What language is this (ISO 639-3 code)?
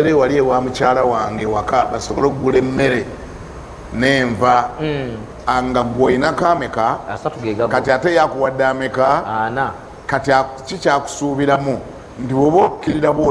lug